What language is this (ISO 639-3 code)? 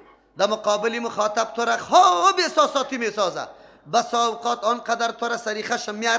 fas